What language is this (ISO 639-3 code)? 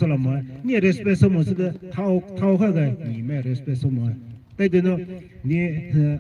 pmx